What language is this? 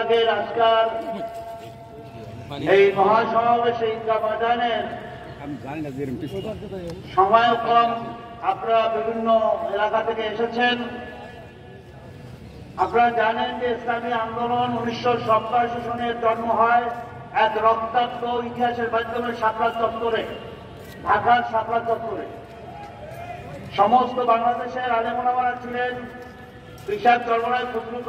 Bangla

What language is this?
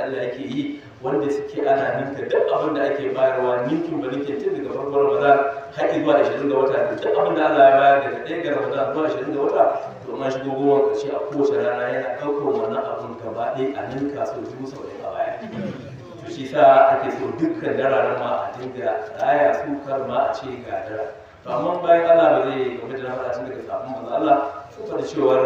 Hausa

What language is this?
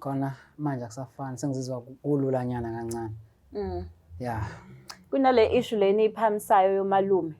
Zulu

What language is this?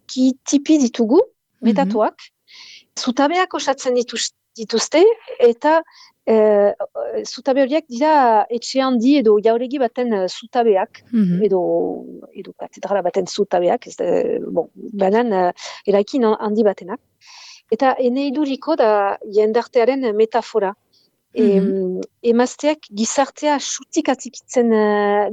Basque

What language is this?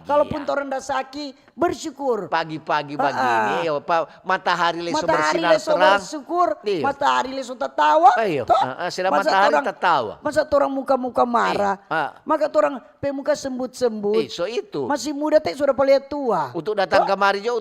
Manado Malay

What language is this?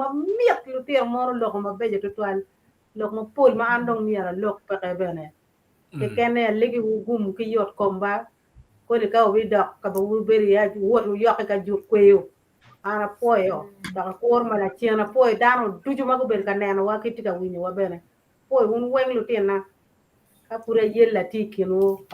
Acoli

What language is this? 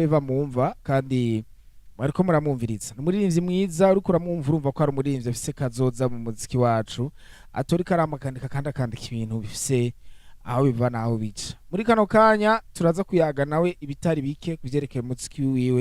Rundi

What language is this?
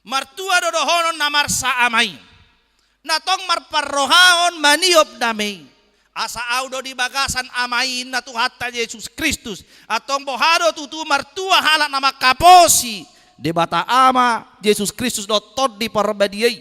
Batak Toba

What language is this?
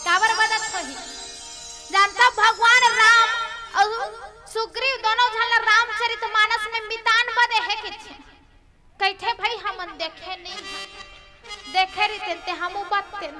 Chhattisgarhi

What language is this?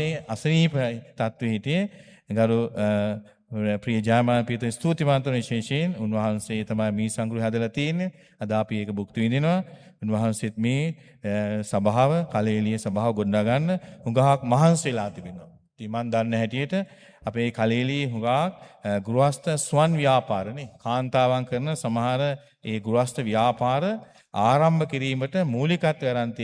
Sinhala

